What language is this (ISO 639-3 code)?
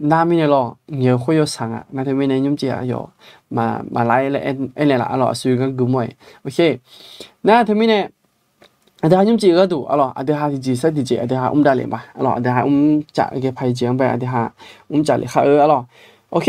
ahk